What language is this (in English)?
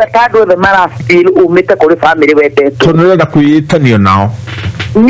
Kikuyu